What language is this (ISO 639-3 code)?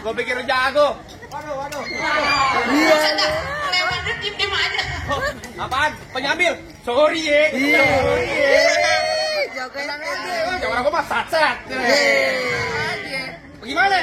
bew